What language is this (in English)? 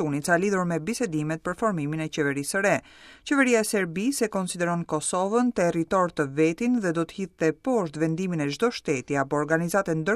Albanian